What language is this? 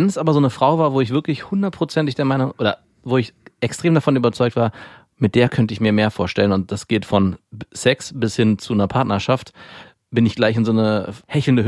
German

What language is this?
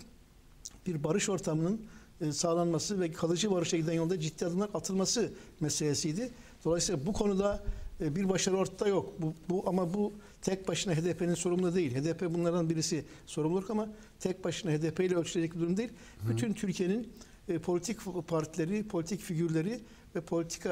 Turkish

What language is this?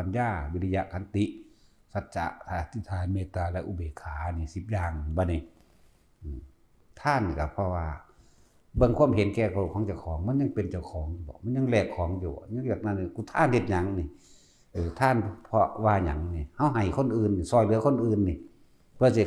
Lao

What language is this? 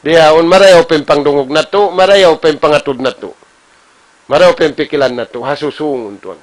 Tausug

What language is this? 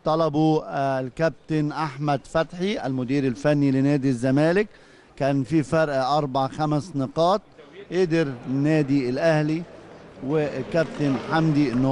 Egyptian Arabic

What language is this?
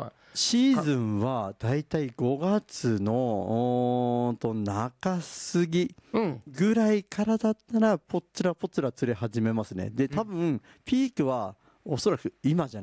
Japanese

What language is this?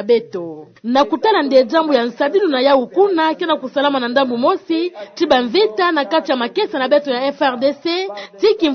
Kituba (Democratic Republic of Congo)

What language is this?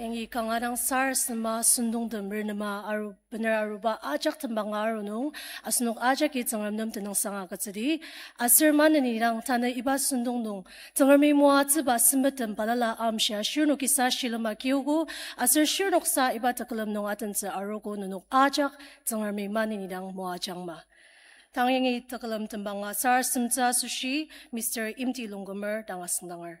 Ao Naga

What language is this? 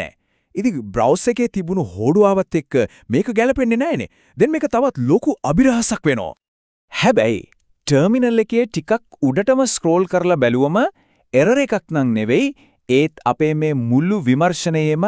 Sinhala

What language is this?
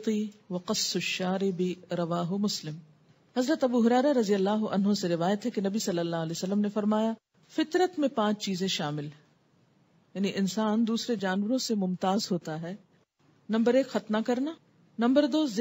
Urdu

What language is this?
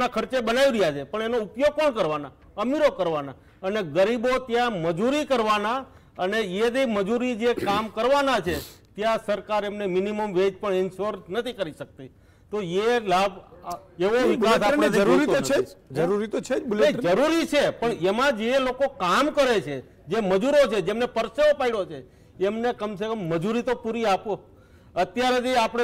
Gujarati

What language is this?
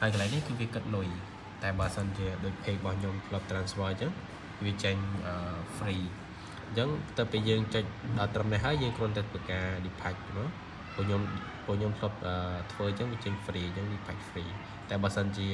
Khmer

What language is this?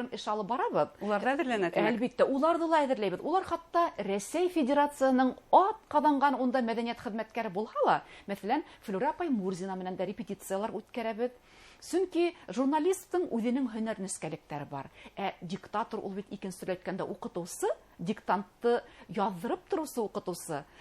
Bashkir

